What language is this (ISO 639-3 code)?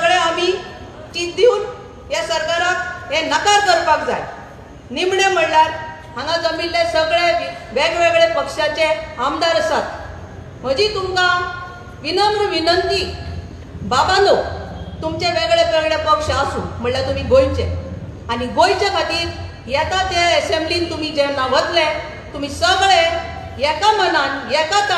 kok